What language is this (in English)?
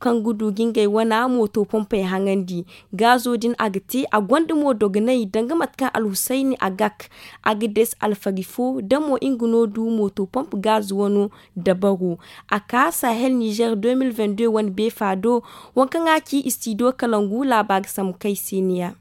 Zarma